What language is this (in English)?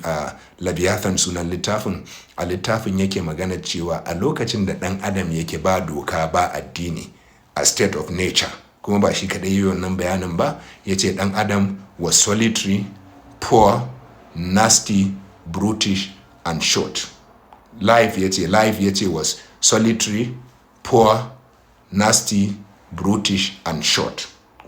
Hausa